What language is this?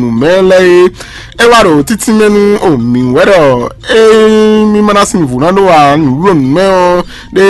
Fon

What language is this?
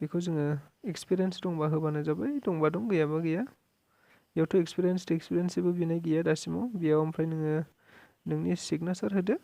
Bodo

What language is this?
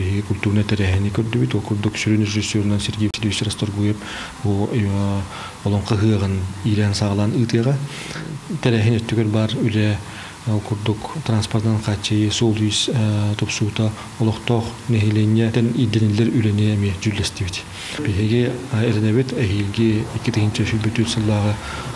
Yakut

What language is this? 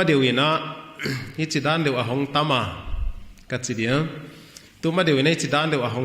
Paite Chin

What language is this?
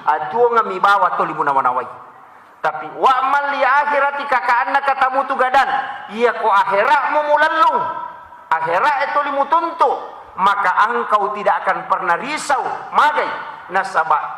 Buginese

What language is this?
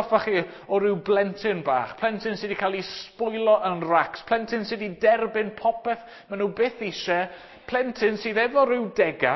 Welsh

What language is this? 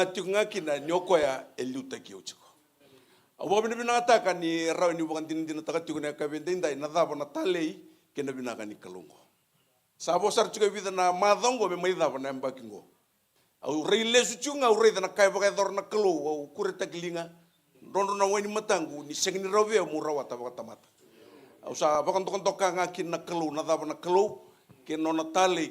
Fijian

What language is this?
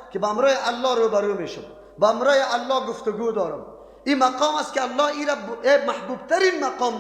Persian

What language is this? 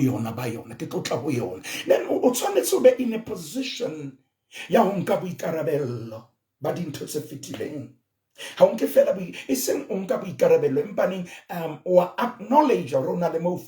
Southern Sotho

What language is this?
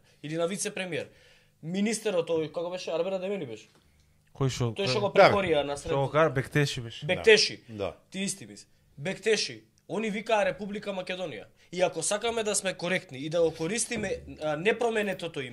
Macedonian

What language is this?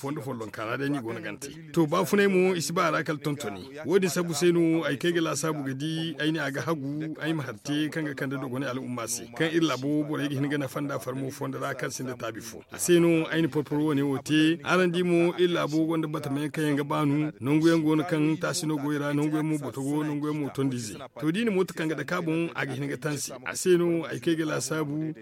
Zarma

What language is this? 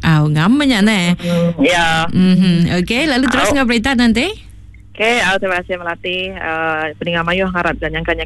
Iban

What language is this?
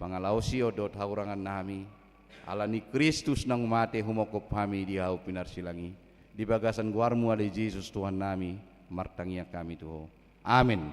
Batak Toba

